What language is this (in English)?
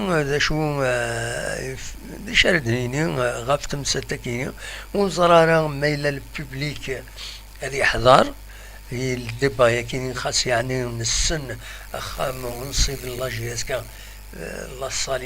Kabyle